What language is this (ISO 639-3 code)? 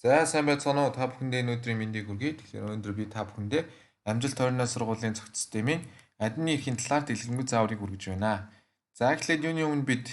mon